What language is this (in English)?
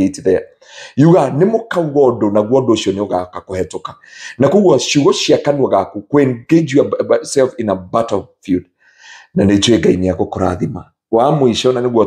Kikuyu